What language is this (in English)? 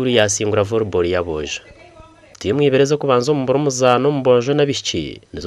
Nyankole